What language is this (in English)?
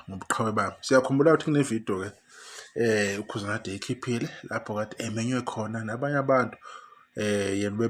Zulu